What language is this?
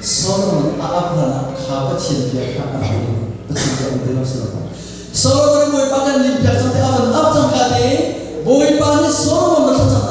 Hakha Chin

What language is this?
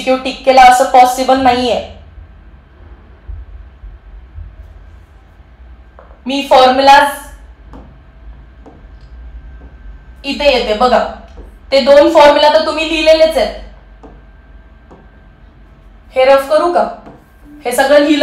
Marathi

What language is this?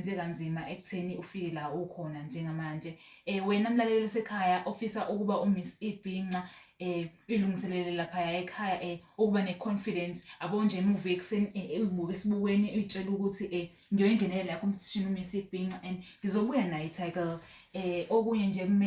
Zulu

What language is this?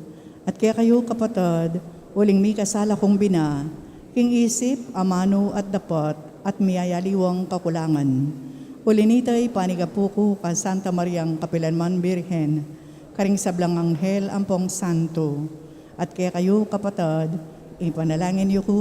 Pampanga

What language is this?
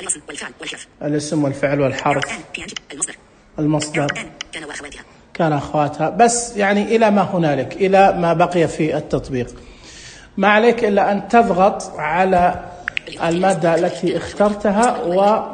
Najdi Arabic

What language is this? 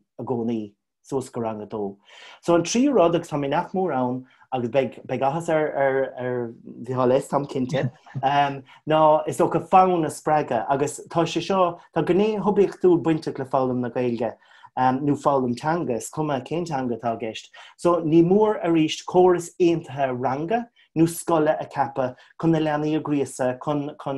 Irish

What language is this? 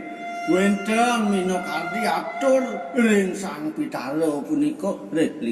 Balinese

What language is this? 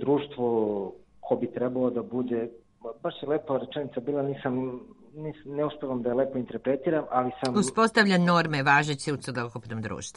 Serbian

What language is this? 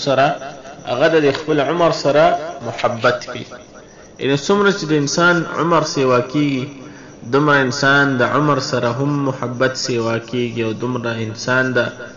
Pashto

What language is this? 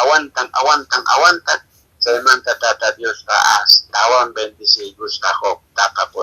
Quechua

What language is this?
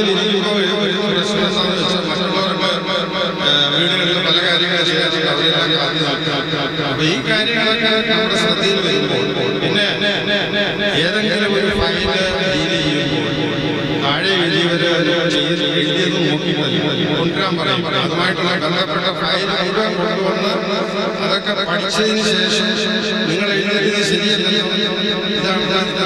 Malayalam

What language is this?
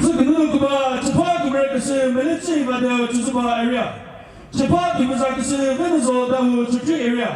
Chokri Naga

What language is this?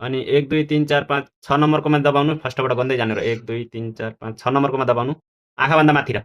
Nepali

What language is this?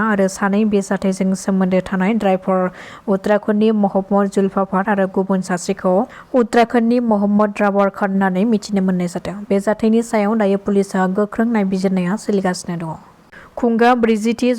Bodo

